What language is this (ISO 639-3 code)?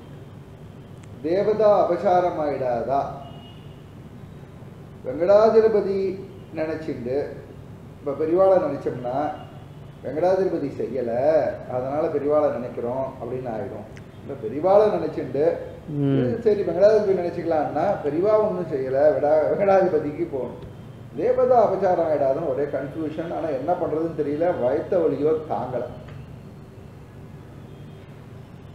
tam